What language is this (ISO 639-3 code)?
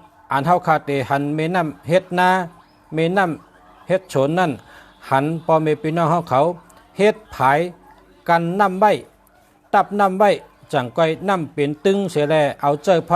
shn